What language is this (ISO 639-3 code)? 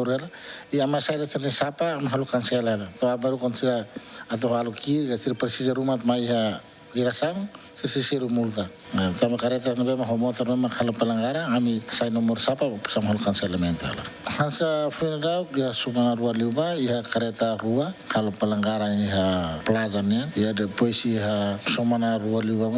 tet